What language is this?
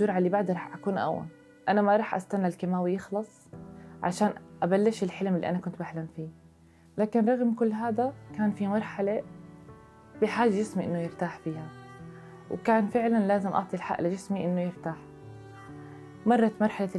South Levantine Arabic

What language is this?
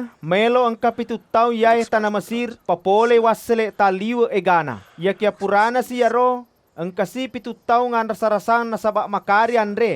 Buginese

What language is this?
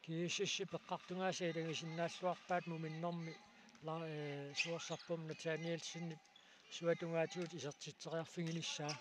Kalaallisut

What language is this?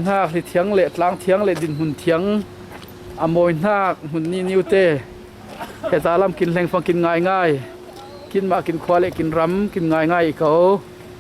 Falam Chin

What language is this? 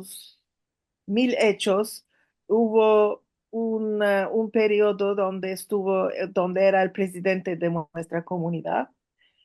Ladino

